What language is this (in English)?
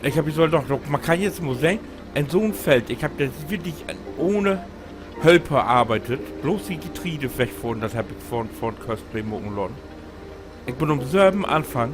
Low German